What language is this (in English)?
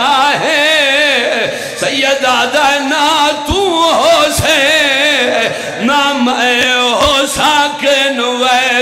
Urdu